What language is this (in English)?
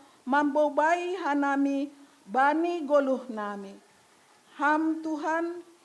Batak Simalungun